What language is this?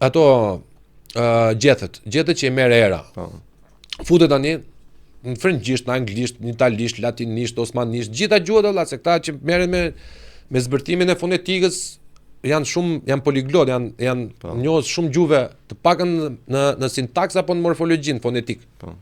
Albanian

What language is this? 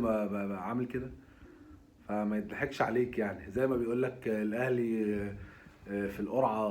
Egyptian Arabic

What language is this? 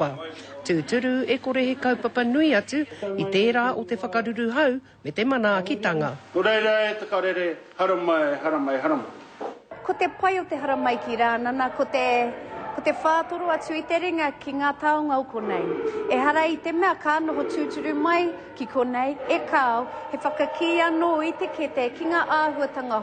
Māori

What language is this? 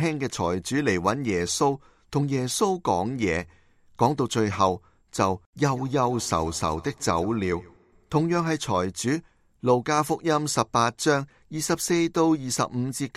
Cantonese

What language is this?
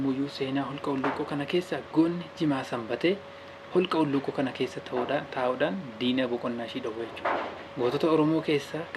Oromo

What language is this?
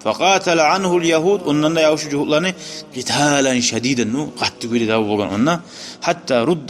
Kumyk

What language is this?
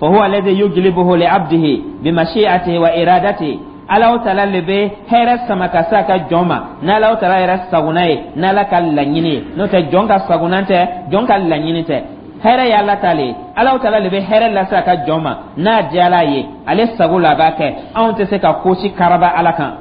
Dyula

